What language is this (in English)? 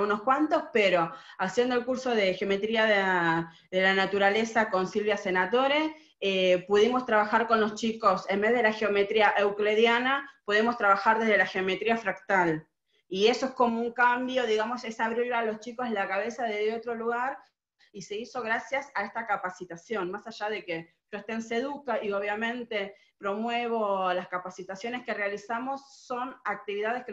Spanish